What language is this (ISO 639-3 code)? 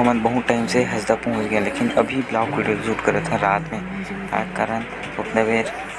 hne